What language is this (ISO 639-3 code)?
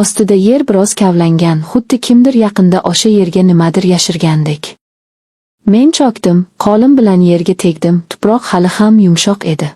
uzb